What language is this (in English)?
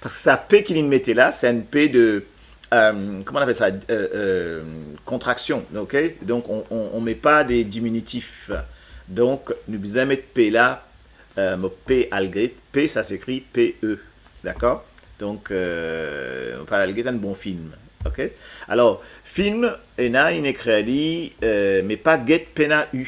Morisyen